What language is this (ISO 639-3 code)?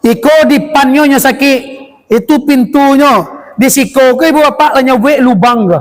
min